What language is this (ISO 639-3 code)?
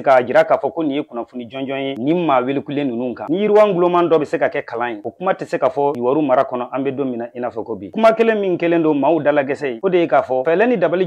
bam